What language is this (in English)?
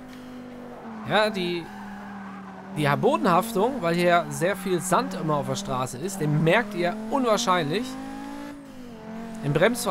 German